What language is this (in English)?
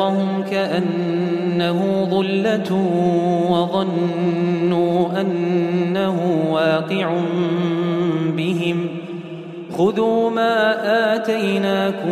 Arabic